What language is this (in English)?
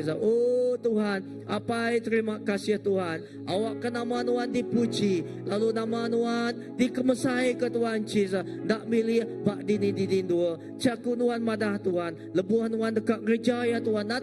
Iban